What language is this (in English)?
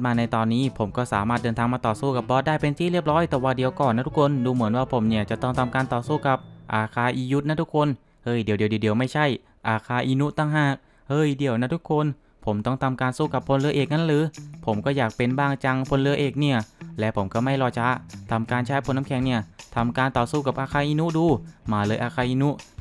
Thai